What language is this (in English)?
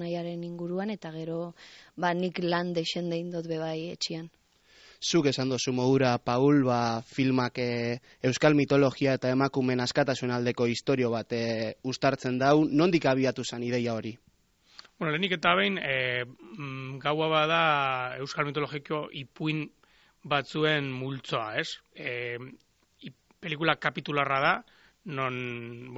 Basque